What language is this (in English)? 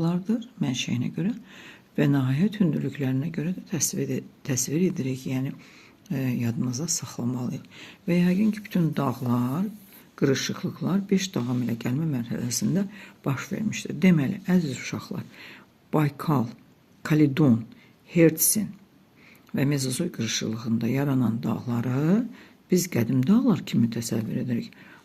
Azerbaijani